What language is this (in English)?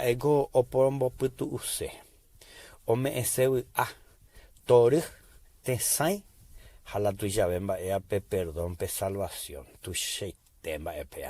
Guarani